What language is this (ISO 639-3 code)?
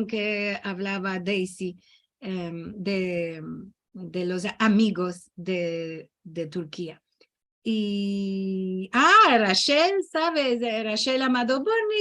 lad